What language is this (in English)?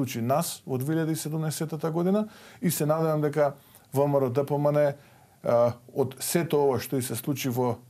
Macedonian